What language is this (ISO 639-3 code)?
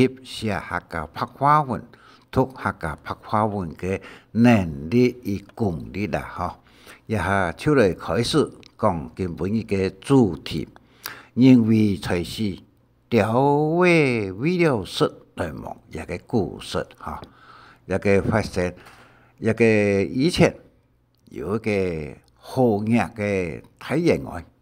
hak